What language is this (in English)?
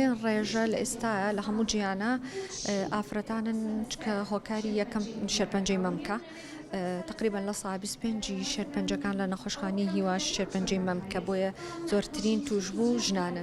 Central Kurdish